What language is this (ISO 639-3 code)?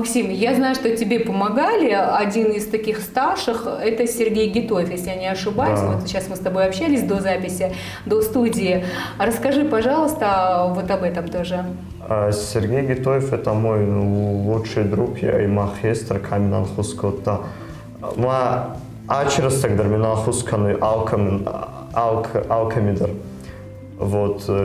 oss